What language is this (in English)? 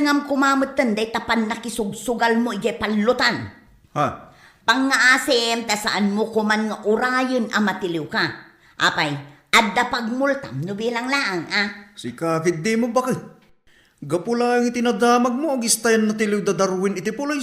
Iloko